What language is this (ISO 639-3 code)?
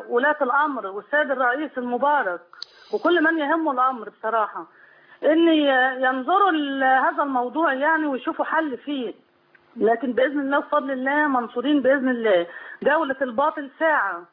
ara